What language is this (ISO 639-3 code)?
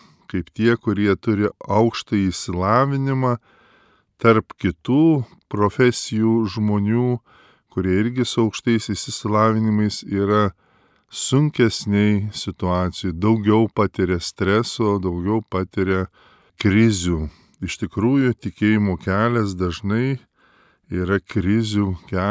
lit